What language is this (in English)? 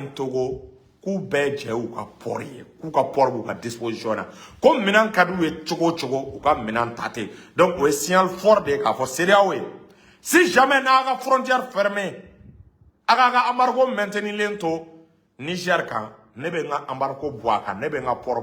Bambara